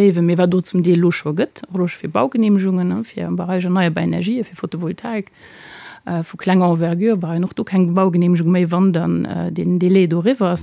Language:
Luxembourgish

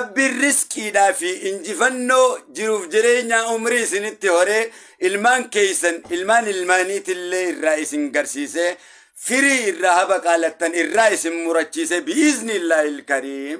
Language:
Oromo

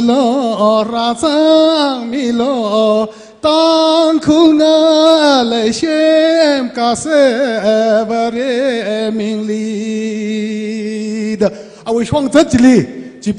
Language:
Tangkhul Naga (India)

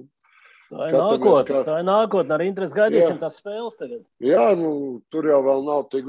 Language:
Latvian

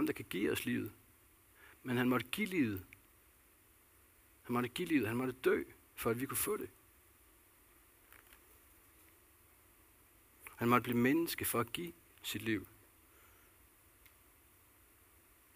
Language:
Danish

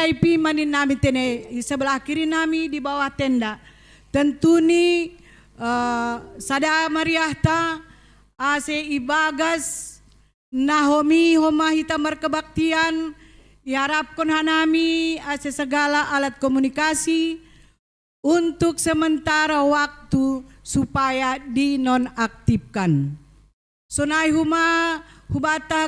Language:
Batak Simalungun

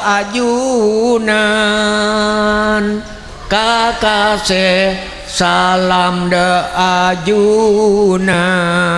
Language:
Madurese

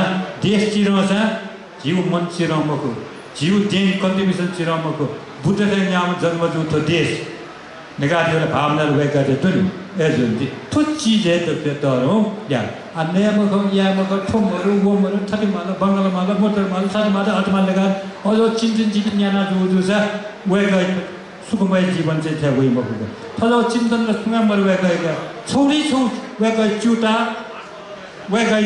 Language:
Newari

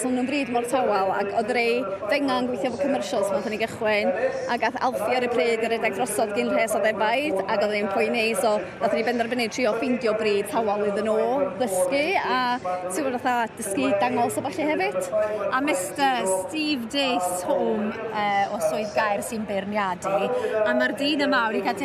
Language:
Welsh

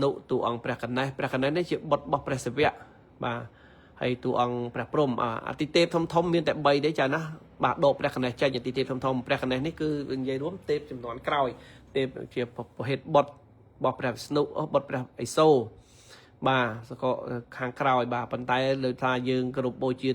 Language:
Khmer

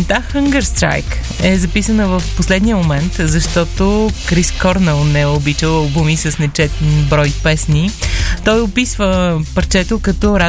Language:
Bulgarian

